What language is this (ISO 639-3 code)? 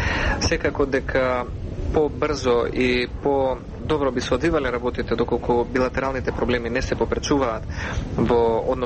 mkd